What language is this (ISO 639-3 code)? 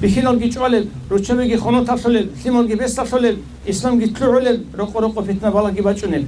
ava